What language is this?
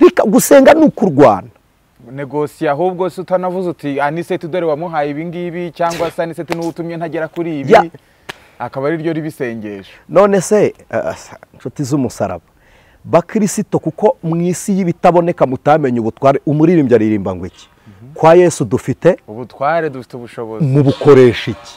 Kinyarwanda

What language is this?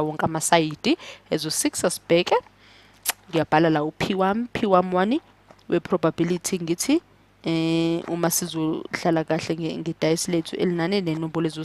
Zulu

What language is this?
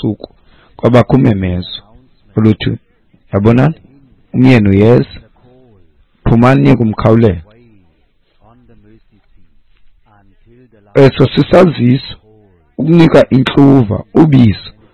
Xhosa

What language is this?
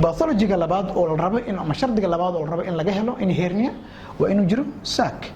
Somali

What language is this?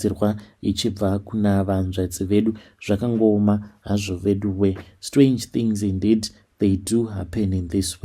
Shona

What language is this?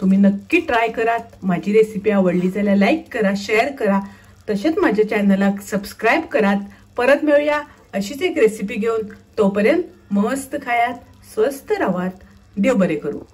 Konkani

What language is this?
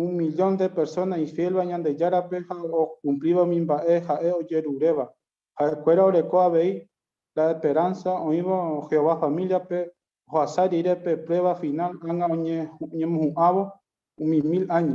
Guarani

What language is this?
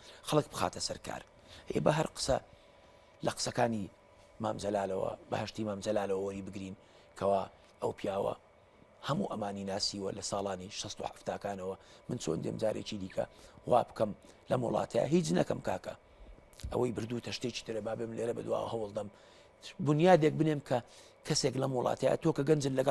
Central Kurdish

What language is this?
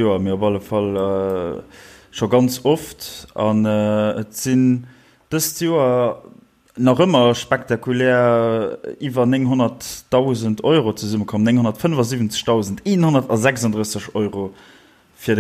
Luxembourgish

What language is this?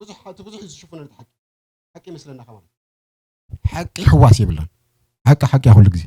Tigrinya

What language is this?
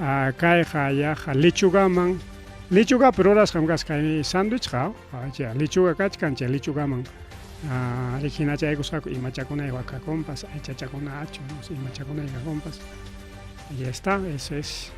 Ayacucho Quechua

